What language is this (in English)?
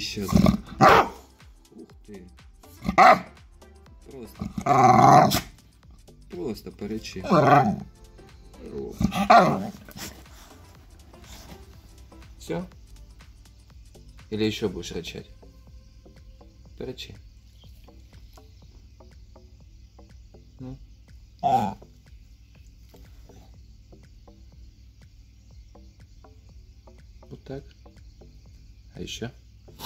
Russian